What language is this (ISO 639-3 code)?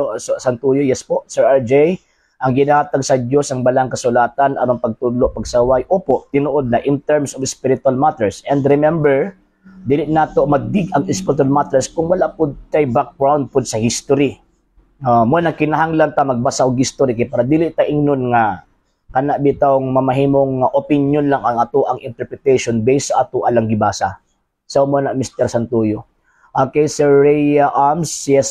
ceb